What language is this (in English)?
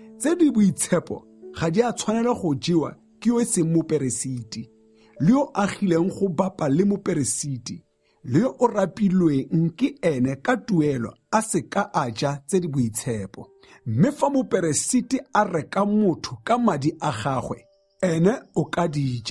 Tswana